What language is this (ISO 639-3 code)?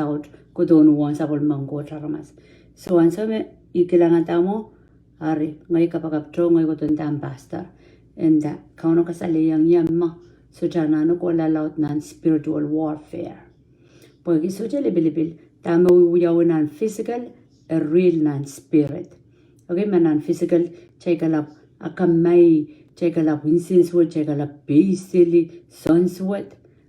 pon